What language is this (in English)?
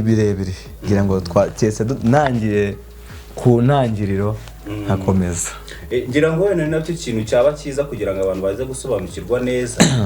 Kinyarwanda